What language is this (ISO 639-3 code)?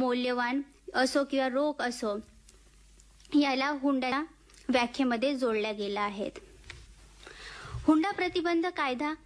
mar